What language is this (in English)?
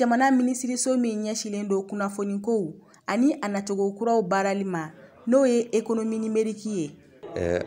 Bambara